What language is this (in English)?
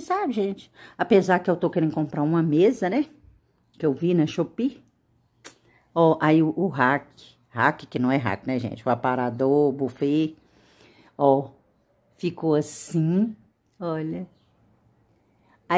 Portuguese